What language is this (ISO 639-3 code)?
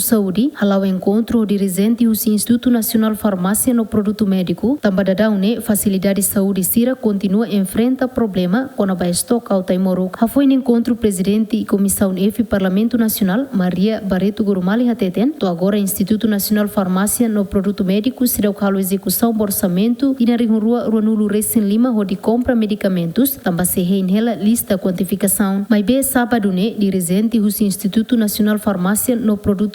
tet